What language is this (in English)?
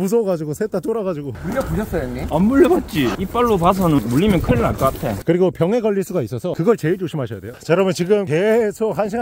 Korean